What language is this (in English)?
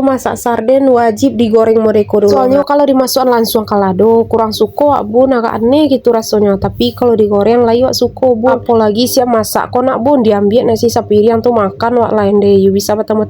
Minangkabau